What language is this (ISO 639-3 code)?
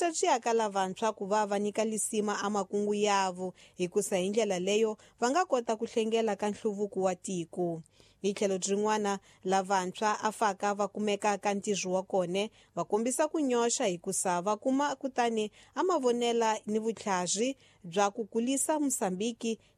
tso